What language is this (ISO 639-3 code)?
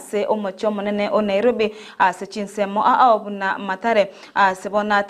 guz